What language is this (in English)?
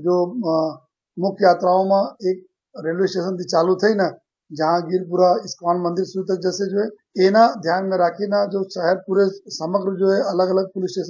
Gujarati